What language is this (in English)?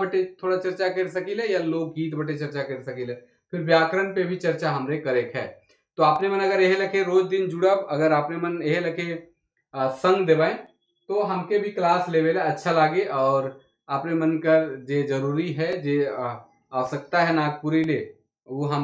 Sadri